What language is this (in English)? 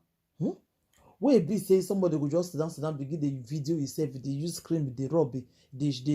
Nigerian Pidgin